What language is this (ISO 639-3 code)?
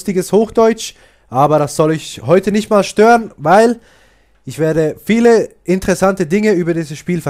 gsw